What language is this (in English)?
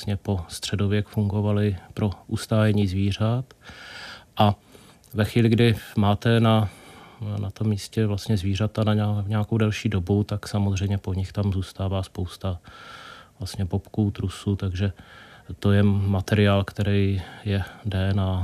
Czech